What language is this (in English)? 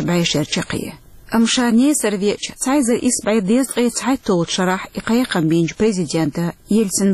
Chechen